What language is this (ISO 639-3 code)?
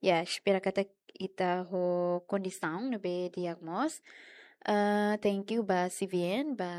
tet